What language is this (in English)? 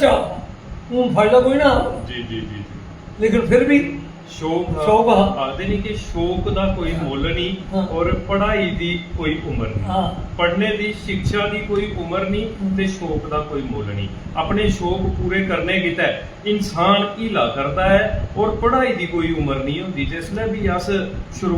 Dogri